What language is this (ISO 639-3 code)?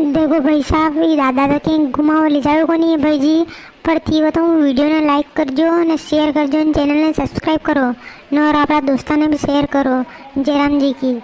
raj